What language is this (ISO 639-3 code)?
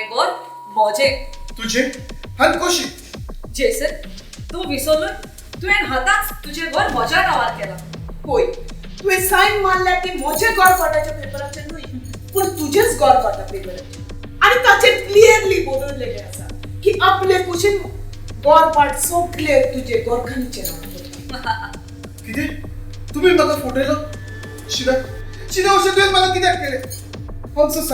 kok